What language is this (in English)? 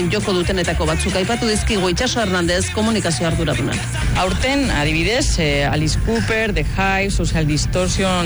Basque